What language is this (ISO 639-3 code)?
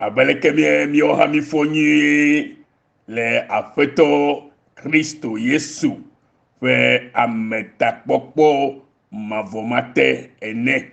ewe